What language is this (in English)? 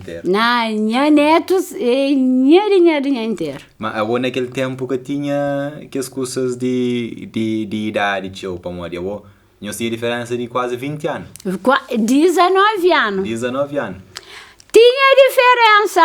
Kabuverdianu